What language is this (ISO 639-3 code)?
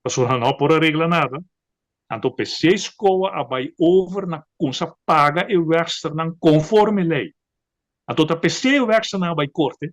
pap